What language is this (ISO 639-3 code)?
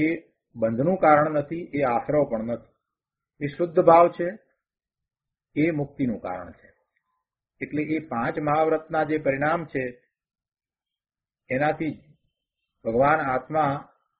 guj